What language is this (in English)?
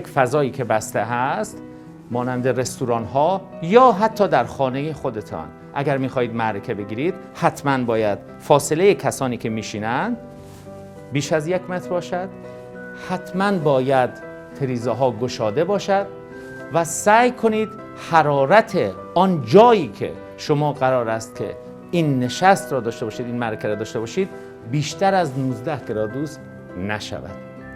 Persian